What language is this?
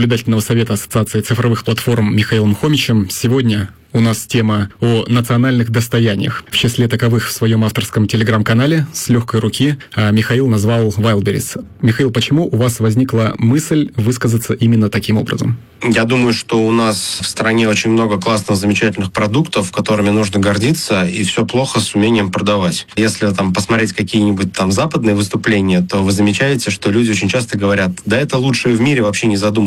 Russian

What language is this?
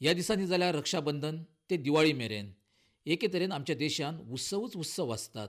Konkani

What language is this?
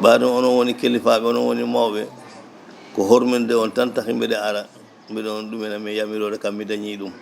Fula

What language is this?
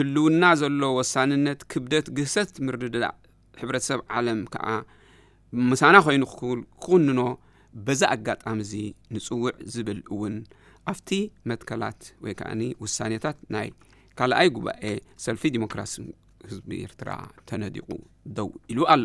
Tigrinya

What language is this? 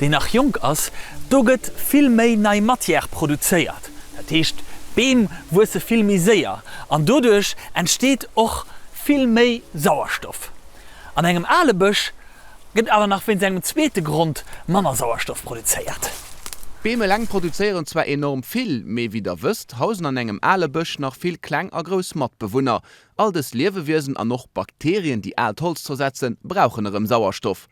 Luxembourgish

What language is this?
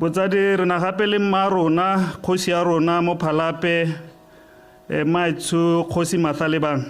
Tswana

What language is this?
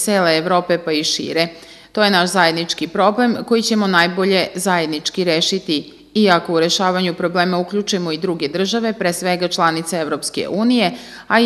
Serbian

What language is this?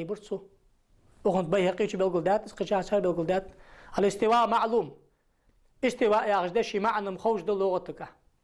Ingush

